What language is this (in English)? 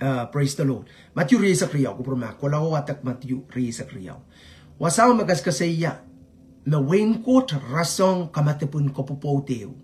Pohnpeian